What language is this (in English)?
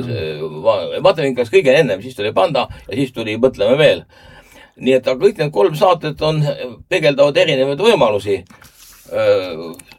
Estonian